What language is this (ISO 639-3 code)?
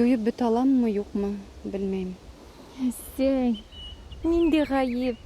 bak